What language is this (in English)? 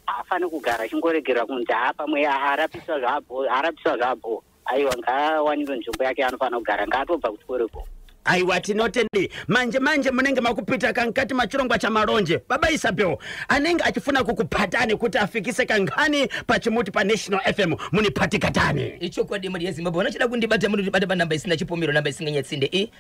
Shona